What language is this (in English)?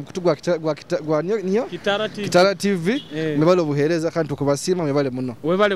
Nyoro